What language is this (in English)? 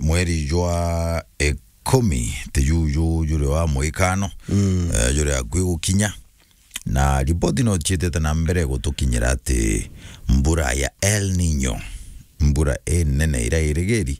Meru